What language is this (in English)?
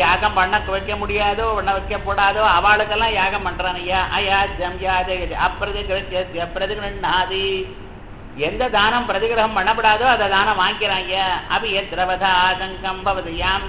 Tamil